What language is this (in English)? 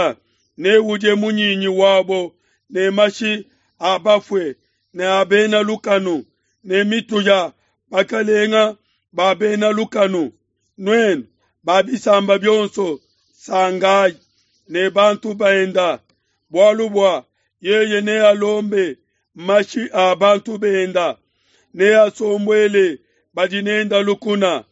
Luba-Lulua